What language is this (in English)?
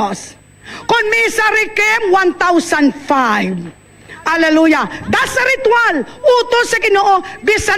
Hiligaynon